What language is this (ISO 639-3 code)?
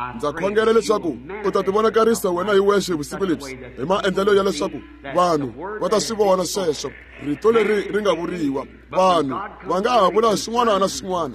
tso